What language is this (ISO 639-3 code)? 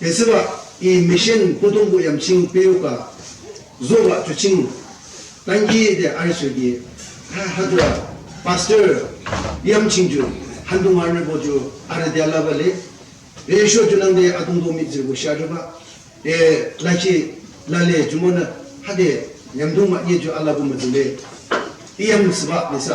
yim